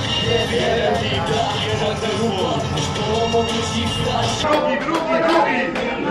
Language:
Polish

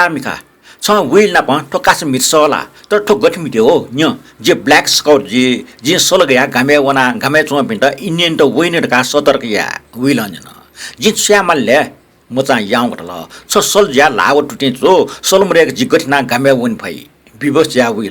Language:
Newari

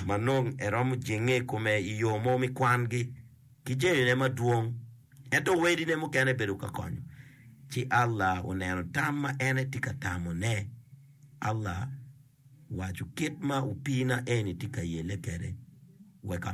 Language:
Acoli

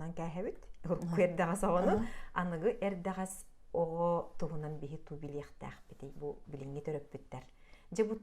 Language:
Yakut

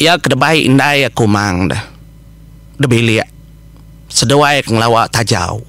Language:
Iban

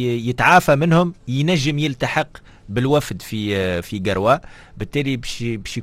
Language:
Tunisian Arabic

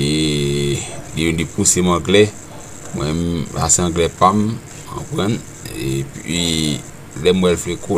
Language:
Haitian Creole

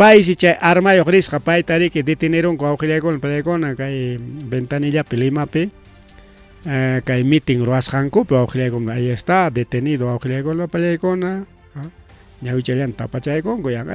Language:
Ayacucho Quechua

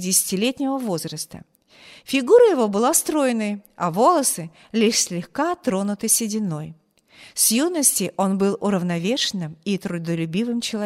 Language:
Russian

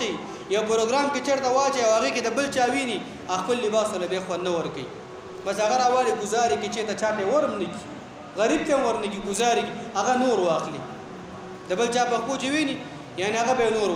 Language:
Pashto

